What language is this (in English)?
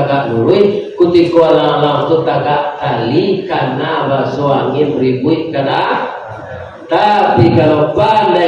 Minangkabau